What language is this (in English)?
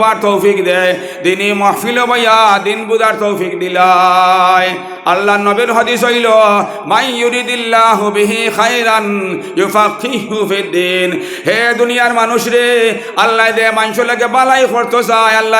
Sylheti